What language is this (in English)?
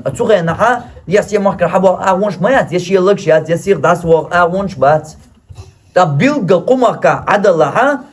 Chechen